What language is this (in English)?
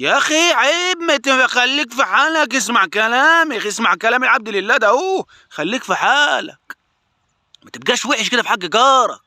Egyptian Arabic